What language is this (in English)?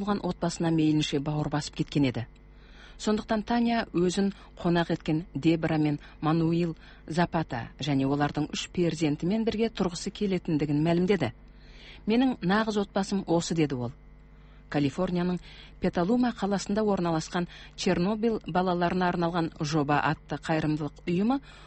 Kazakh